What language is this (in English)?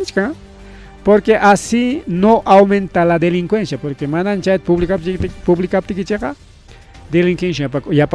Ayacucho Quechua